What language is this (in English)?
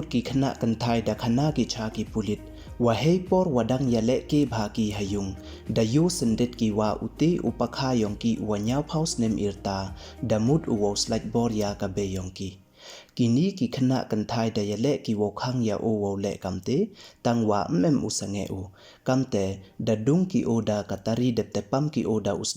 Pnar